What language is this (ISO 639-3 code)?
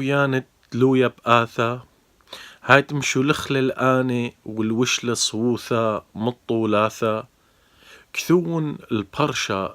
aii